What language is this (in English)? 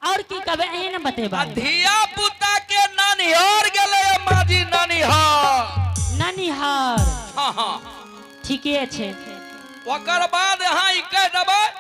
Angika